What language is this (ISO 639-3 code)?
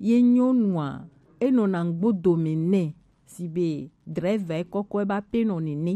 gej